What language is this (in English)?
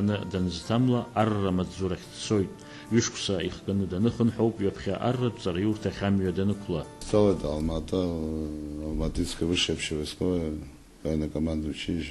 Abkhazian